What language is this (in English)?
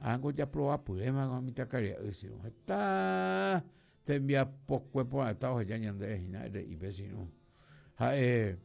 Guarani